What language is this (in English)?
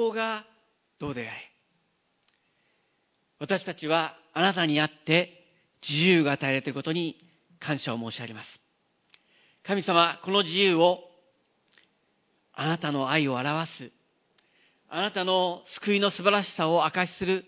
Japanese